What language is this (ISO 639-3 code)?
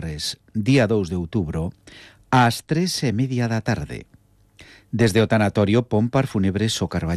glg